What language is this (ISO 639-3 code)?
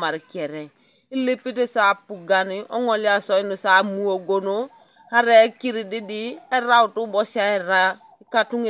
teo